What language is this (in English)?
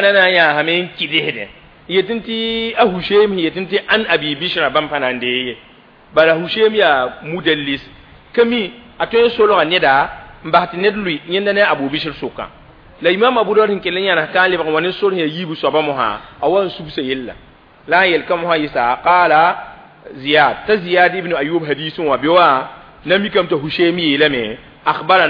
Mossi